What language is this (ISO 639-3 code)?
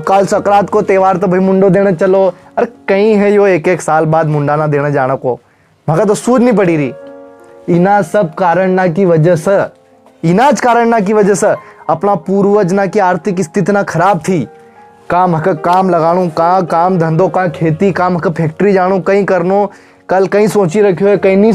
raj